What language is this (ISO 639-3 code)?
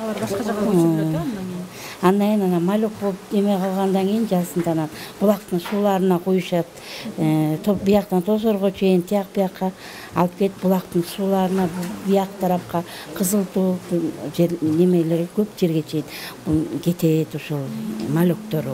kir